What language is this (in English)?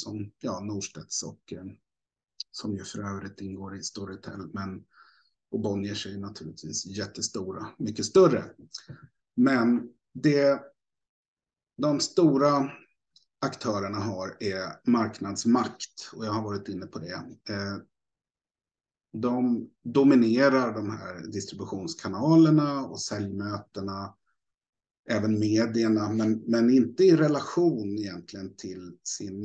Swedish